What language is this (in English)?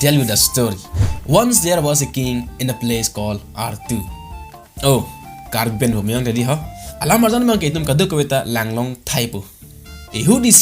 Karbi